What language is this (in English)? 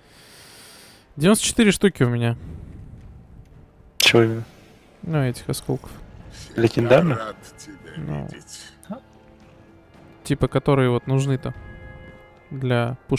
Russian